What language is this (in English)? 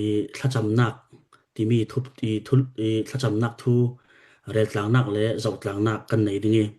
Falam Chin